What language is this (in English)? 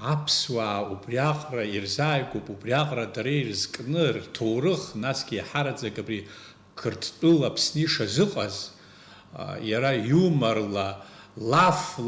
Abkhazian